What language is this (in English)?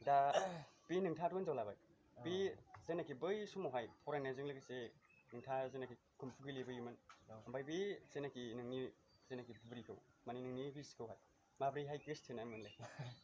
Bodo